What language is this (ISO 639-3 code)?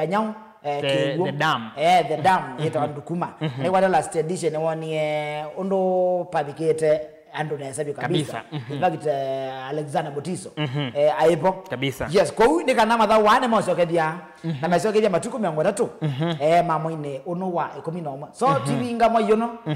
kam